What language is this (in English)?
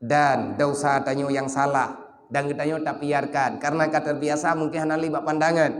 Achinese